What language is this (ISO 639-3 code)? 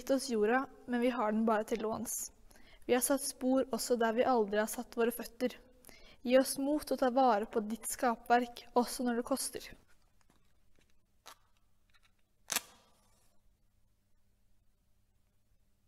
nor